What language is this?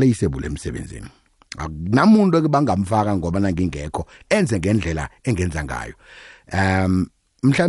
South Ndebele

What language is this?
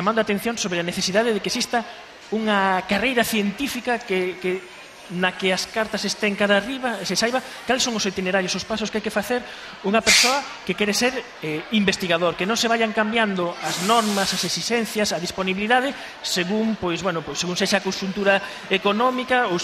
Galician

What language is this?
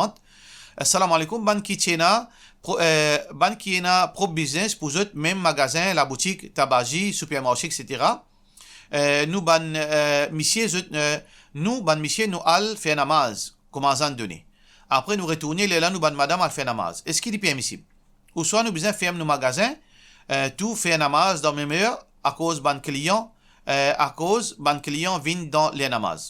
Morisyen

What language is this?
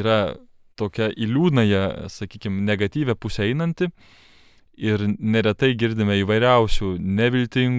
Lithuanian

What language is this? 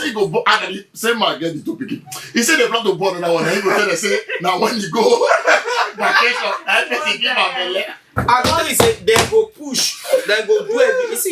Nigerian Pidgin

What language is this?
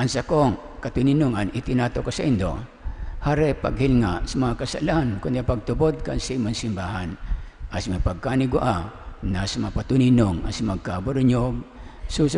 Bikol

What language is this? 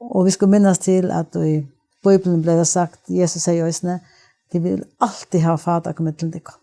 Faroese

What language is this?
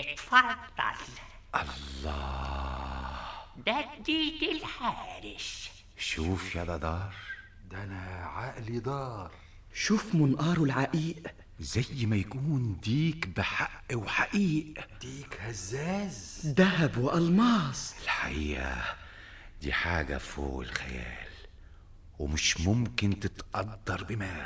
Egyptian Arabic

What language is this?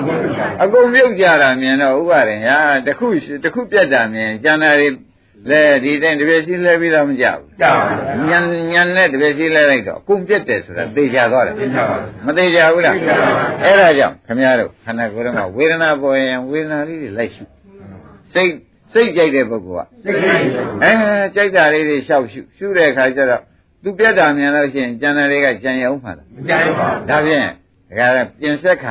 Burmese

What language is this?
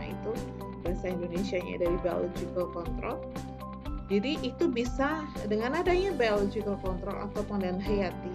Indonesian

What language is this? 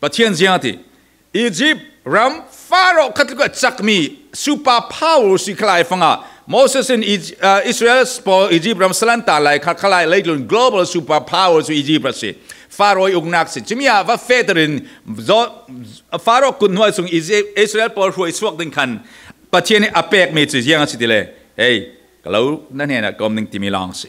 Falam Chin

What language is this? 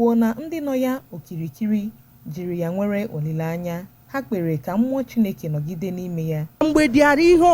Igbo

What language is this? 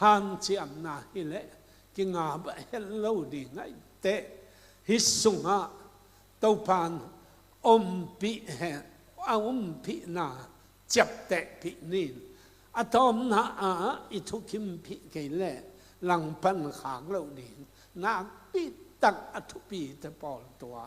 Tedim Chin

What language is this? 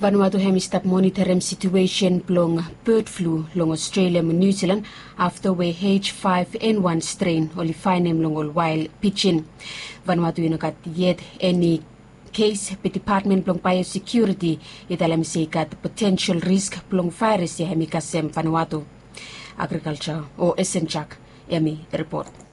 Bislama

